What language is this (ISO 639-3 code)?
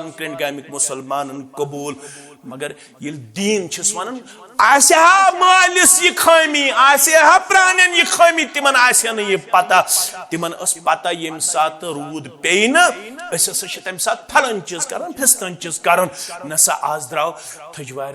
kas